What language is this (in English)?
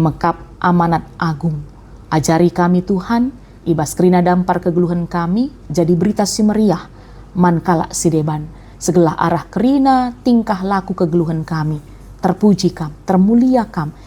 Batak Karo